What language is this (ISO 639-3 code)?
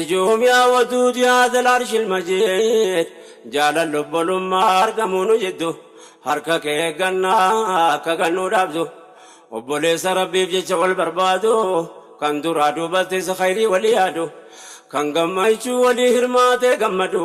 orm